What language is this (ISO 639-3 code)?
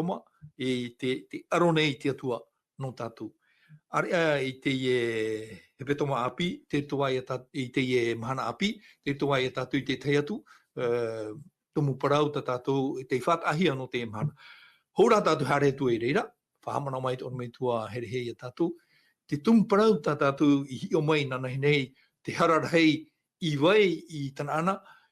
tah